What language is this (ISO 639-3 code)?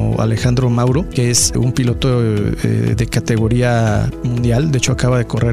spa